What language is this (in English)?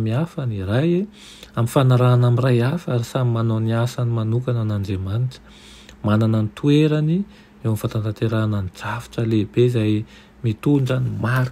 Malagasy